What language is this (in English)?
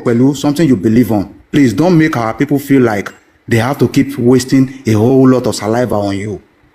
Yoruba